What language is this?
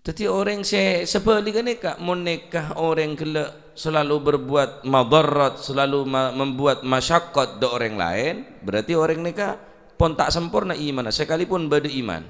Madurese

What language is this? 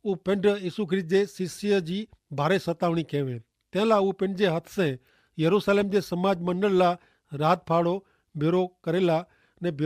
Kachhi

